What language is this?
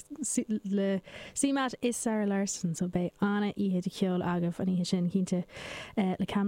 Irish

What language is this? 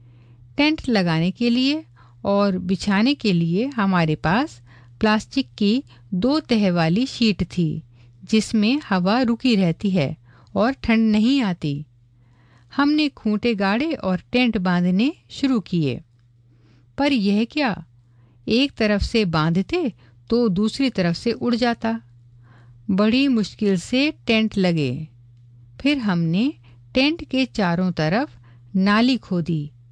Hindi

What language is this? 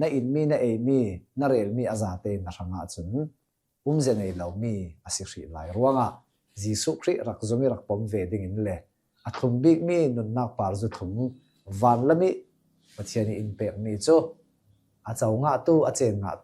Hakha Chin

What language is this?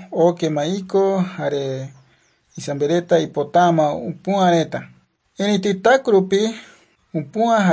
Guarani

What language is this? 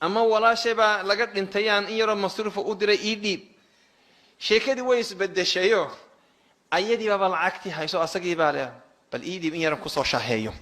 Somali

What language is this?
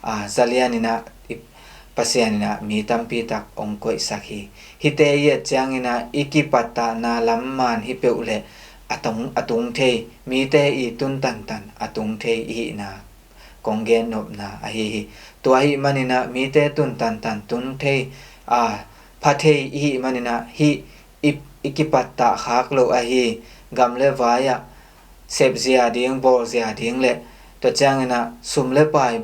Tedim Chin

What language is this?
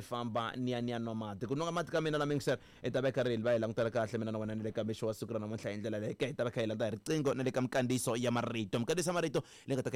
Tsonga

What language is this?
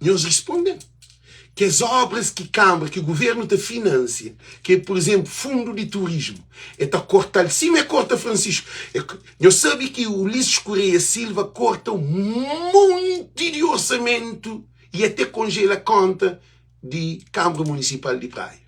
Kabuverdianu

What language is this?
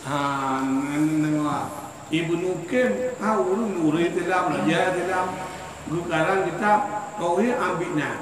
Achinese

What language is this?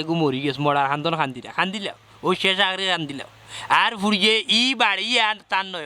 Sylheti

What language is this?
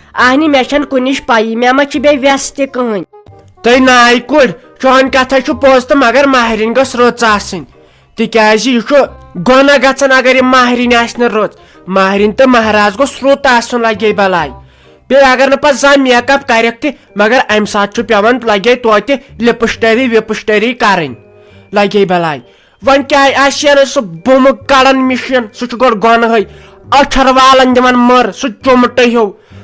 Kashmiri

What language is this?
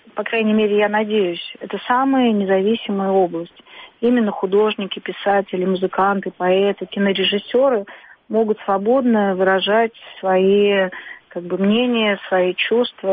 Russian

